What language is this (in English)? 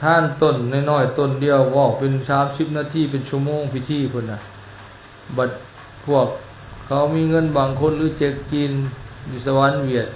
Lao